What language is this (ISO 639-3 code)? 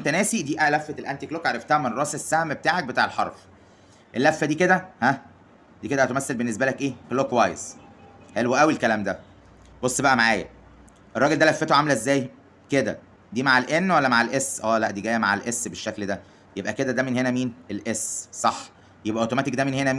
arz